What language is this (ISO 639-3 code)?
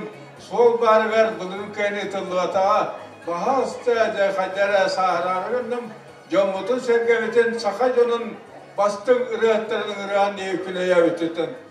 sah